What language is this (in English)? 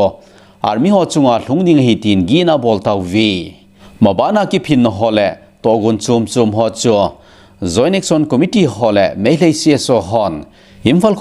Thado Chin